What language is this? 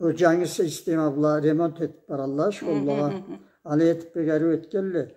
Karachay-Balkar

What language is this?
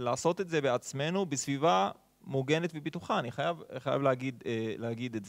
Hebrew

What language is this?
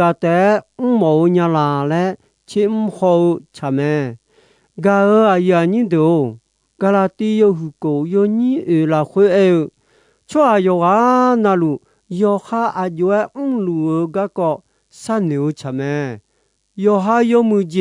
Akha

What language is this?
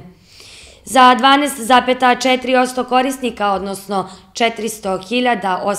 Serbian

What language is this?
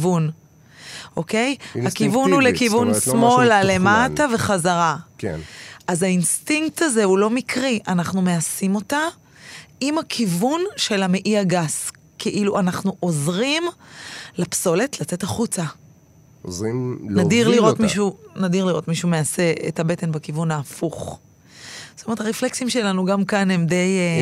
Hebrew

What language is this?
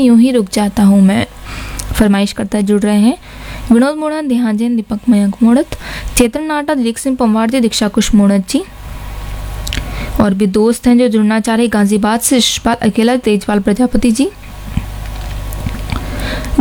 Hindi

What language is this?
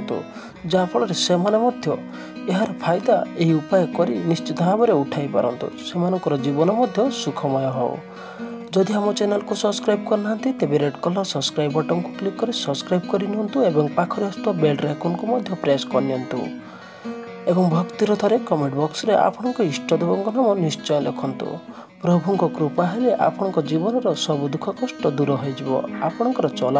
Odia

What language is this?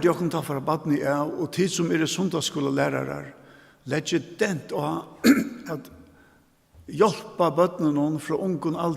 Faroese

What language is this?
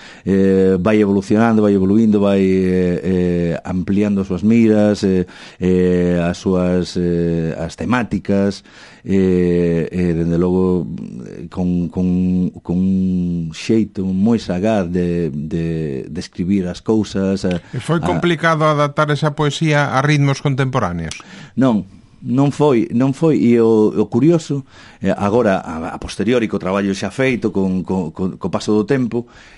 Galician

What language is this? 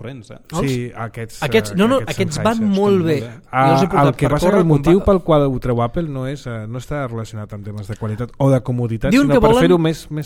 Catalan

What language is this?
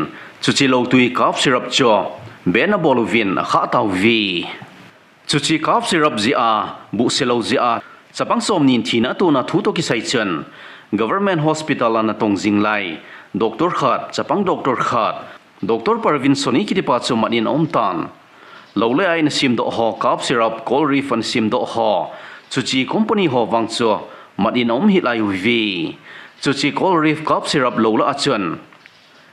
Thado Chin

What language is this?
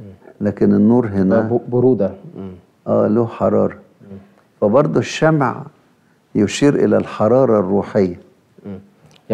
Egyptian Arabic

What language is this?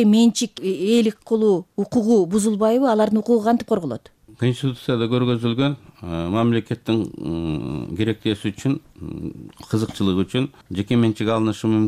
Kyrgyz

